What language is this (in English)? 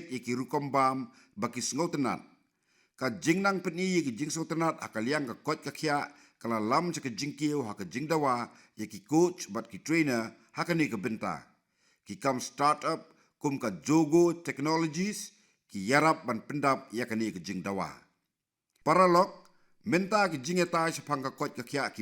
Khasi